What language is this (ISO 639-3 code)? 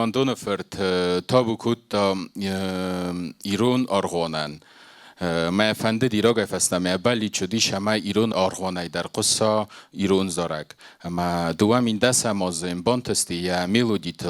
oss